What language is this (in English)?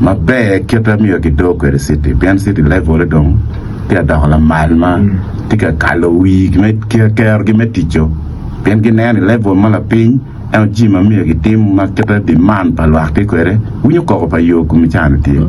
Acoli